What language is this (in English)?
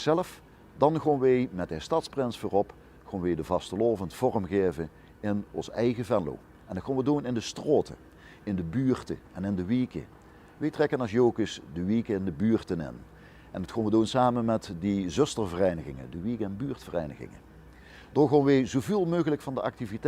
Limburgish